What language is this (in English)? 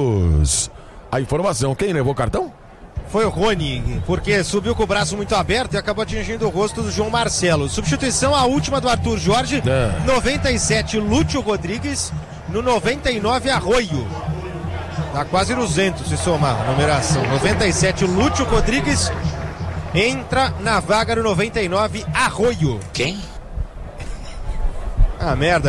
Portuguese